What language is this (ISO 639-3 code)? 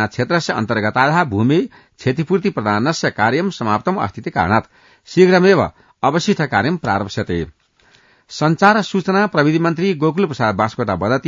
san